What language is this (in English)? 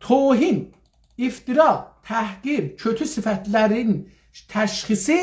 South Azerbaijani